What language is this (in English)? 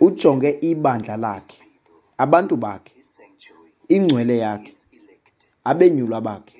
Xhosa